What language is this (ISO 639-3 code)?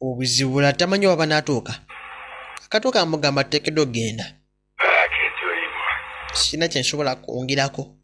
lug